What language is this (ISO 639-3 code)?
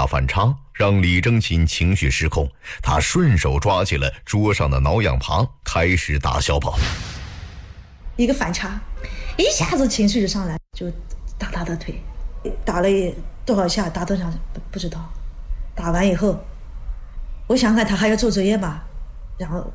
zho